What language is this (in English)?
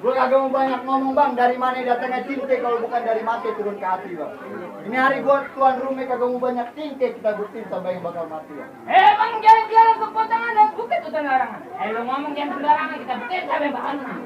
Betawi